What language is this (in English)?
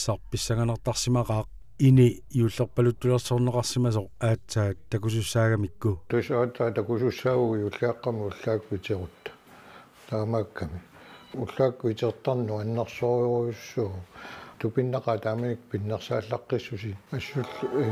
Kalaallisut